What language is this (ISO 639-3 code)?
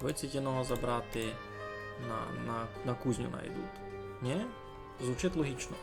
rue